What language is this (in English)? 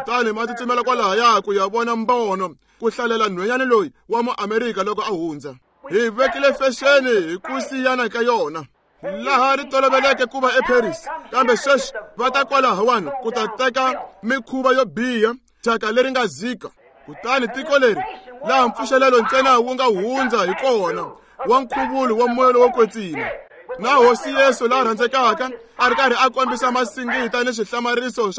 Tsonga